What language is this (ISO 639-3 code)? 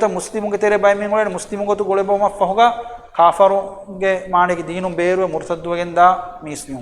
div